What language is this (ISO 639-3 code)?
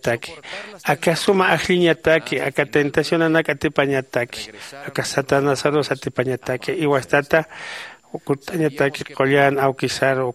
aym